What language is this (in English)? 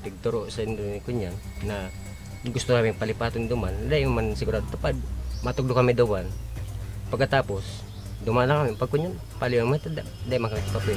Bikol